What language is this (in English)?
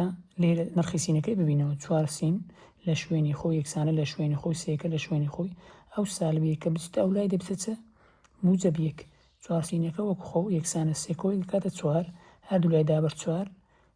Central Kurdish